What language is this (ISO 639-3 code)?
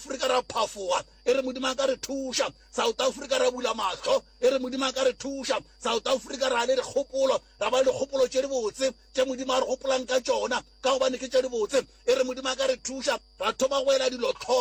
nso